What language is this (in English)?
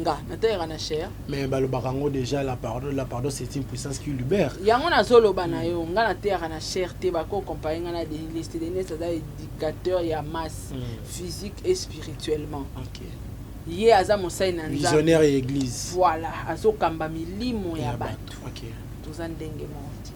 Lingala